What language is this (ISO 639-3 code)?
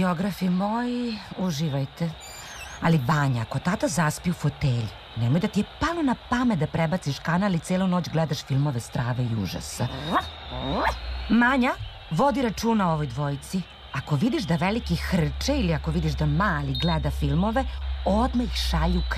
srp